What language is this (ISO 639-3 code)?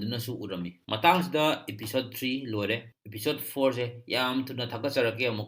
mni